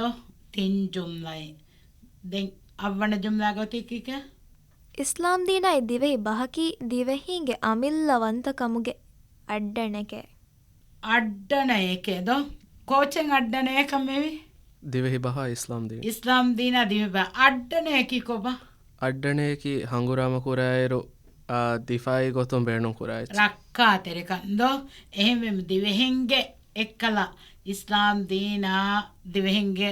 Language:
Divehi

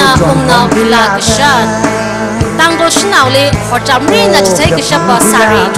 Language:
Tangkhul Naga (India)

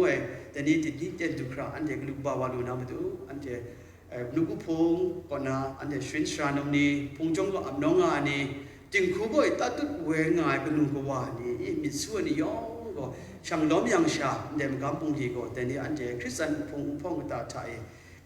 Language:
Kachin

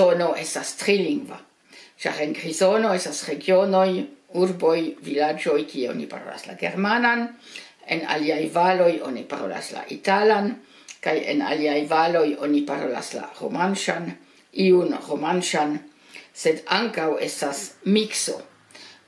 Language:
Esperanto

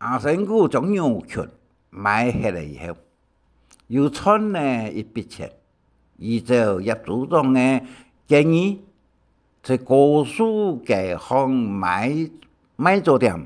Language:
Hakka Chinese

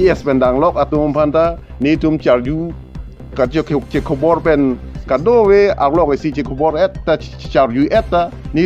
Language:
Karbi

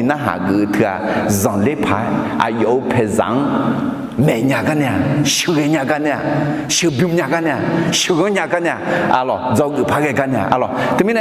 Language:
Akha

